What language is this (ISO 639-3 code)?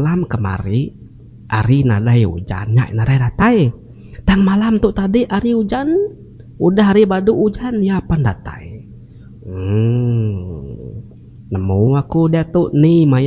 iba